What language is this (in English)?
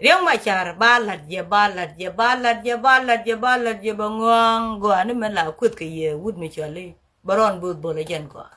Nuer